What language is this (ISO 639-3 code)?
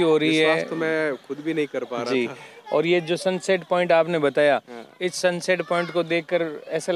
hin